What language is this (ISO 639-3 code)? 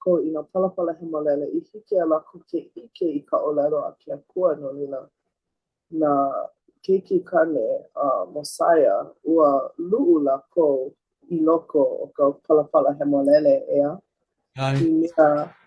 haw